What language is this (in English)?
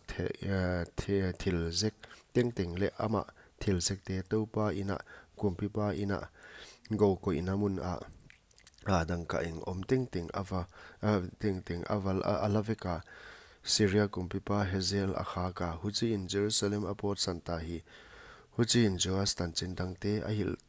Paite Chin